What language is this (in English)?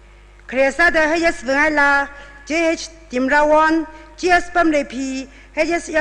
Tangkhul Naga (India)